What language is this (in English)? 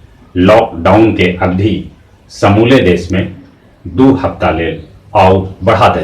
Magahi